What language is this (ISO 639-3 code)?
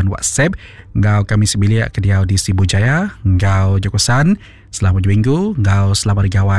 iba